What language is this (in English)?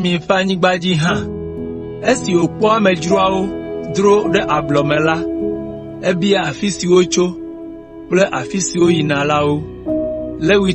Ewe